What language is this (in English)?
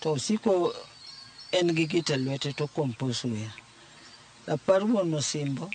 Luo (Kenya and Tanzania)